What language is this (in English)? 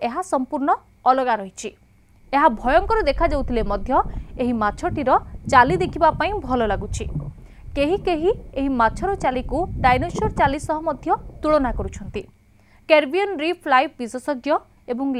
Odia